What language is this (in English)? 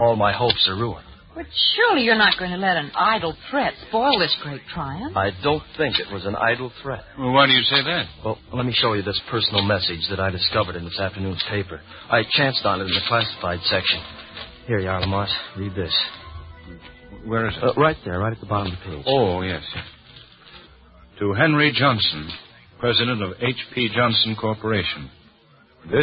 English